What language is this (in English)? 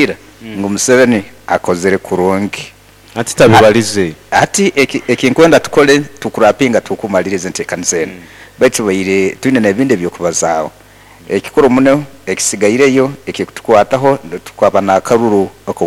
Nyankole